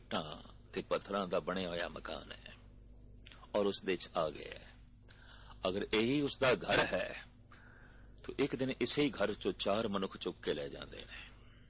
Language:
Punjabi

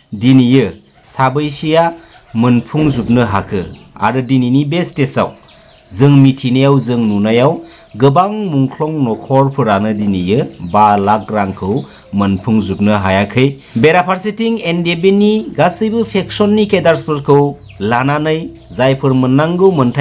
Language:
Bodo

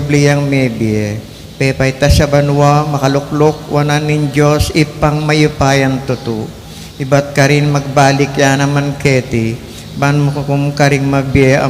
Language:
Pampanga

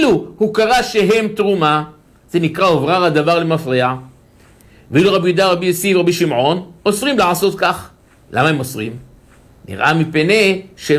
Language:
Hebrew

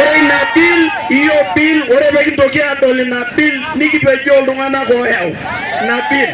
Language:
Masai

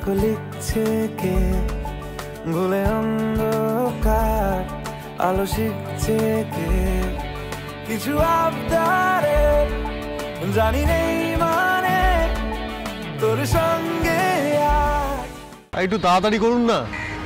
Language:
Bangla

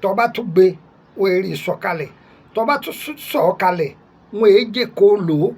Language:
Yoruba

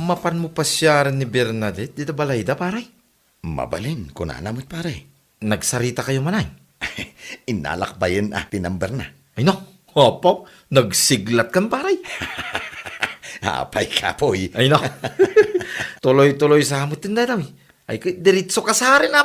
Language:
Iloko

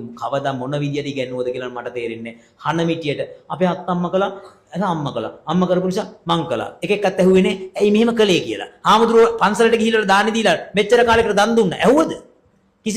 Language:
Sinhala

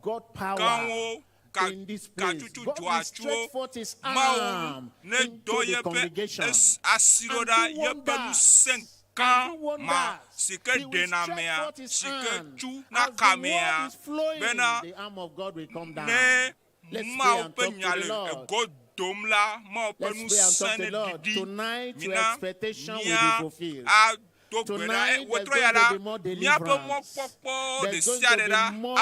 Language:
Ewe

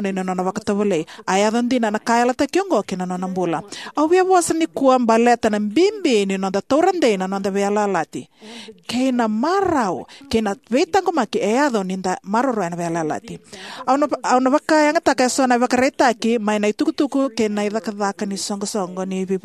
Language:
Fijian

